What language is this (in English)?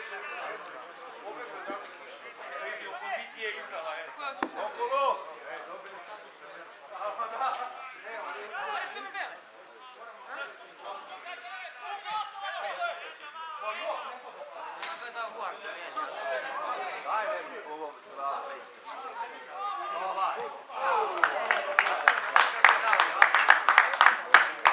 Serbian